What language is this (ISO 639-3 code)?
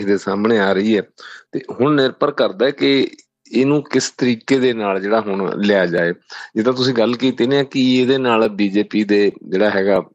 pan